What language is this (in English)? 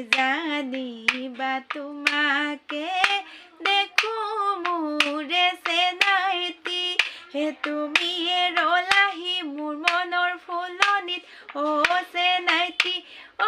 Assamese